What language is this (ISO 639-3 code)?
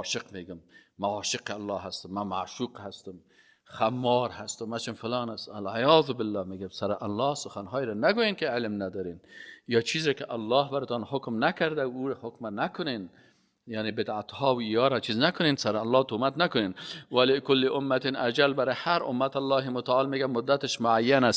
fas